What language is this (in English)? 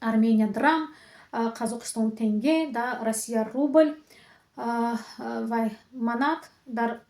Tajik